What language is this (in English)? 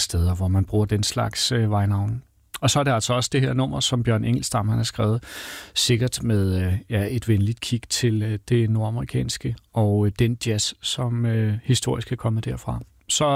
Danish